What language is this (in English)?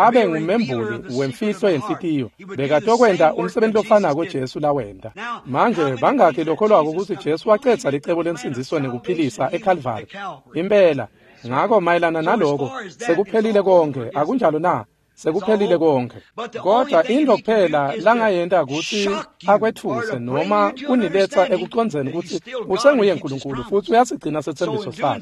Swati